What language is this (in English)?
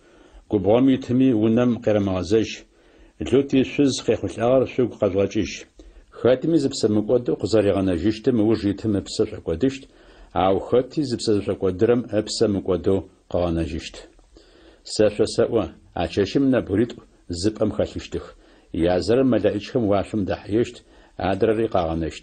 Adyghe